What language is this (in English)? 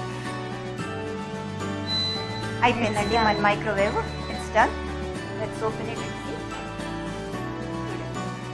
Telugu